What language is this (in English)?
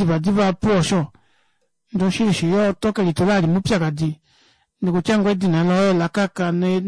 Kuanyama